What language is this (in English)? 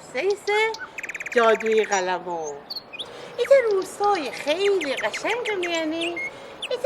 Gilaki